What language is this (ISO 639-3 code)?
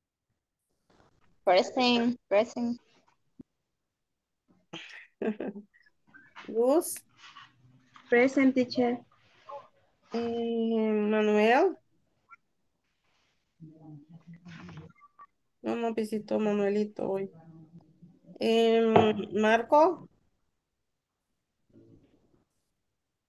spa